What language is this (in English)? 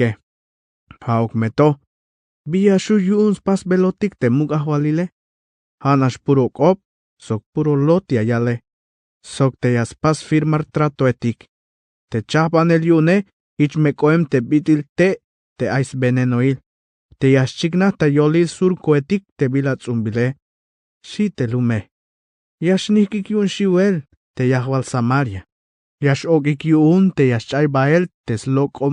Tzeltal